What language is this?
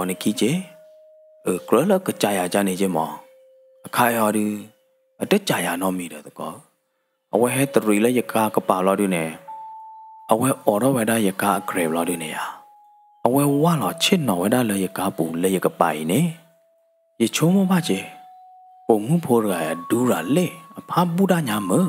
S'gaw Karen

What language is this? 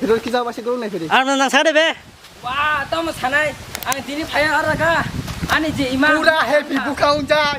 Kok Borok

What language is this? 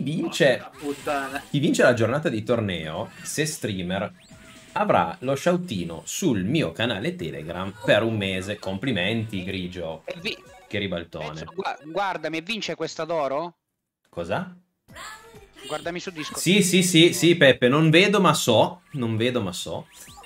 Italian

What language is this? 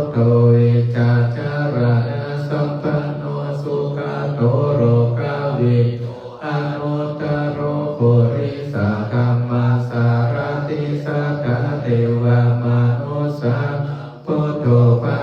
Pali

